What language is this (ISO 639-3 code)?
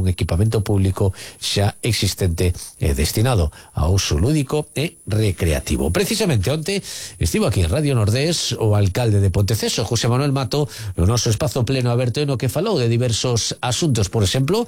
glg